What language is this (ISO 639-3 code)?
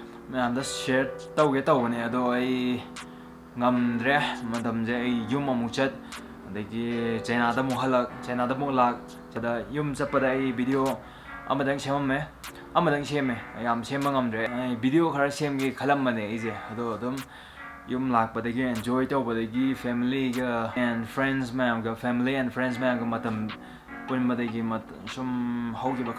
mni